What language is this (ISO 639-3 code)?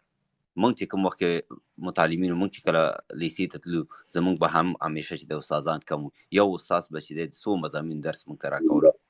pus